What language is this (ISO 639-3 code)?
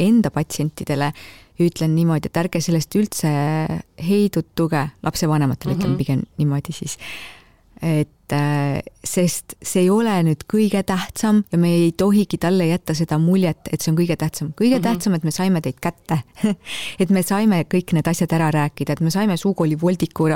est